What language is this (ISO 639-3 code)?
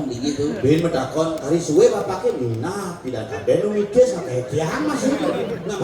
ban